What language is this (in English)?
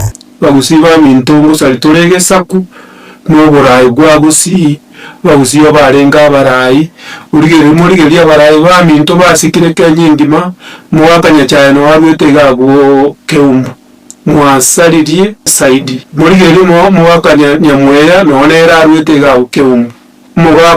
Gusii